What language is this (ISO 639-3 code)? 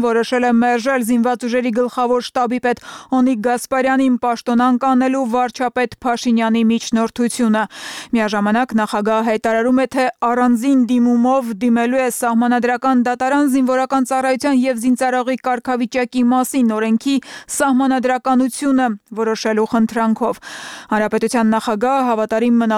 hye